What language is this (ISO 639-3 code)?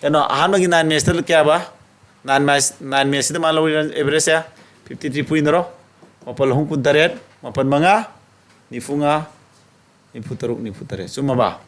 mni